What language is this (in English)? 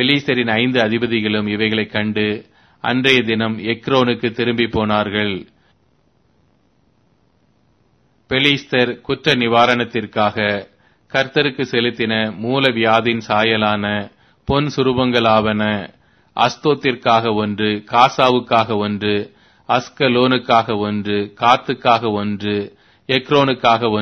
Tamil